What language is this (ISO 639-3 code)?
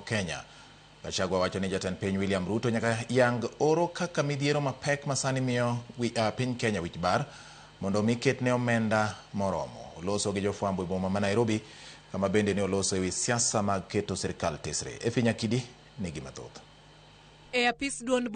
luo